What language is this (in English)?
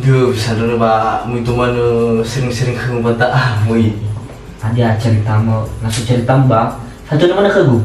Nias